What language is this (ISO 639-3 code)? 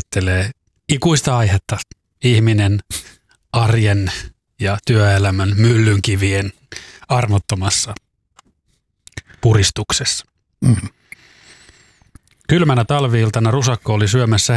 fin